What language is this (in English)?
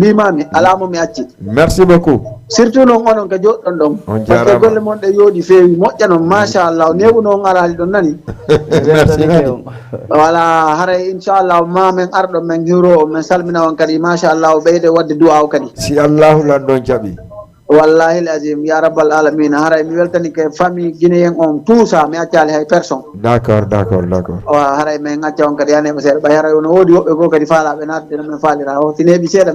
Fula